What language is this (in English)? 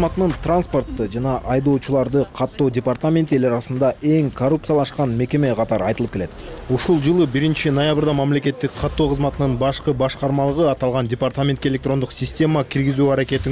Kyrgyz